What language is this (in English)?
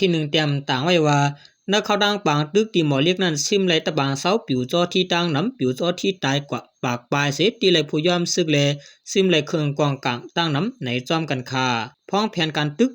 Shan